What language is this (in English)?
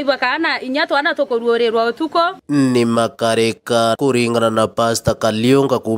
Meru